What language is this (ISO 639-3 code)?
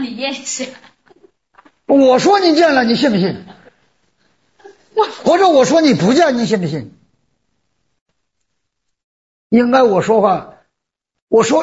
zho